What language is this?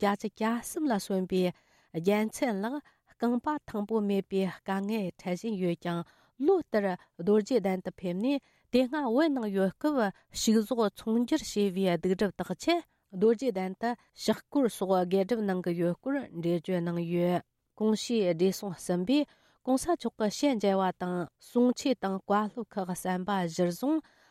Tibetan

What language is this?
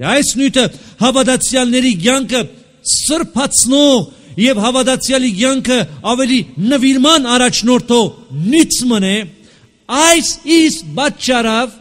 Armenian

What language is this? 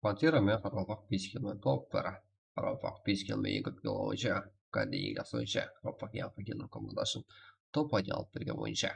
Kara-Kalpak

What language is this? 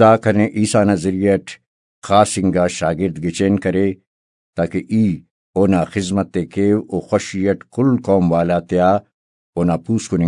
Brahui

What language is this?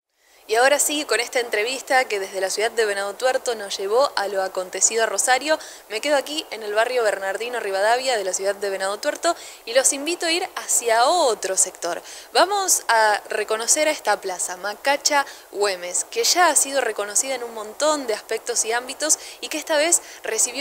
Spanish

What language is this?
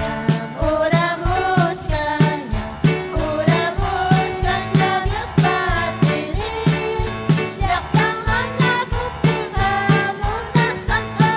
Ayacucho Quechua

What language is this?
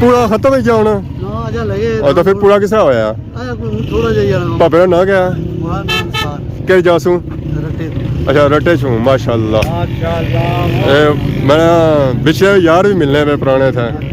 Pahari-Potwari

